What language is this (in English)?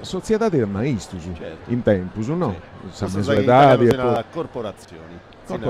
Sardinian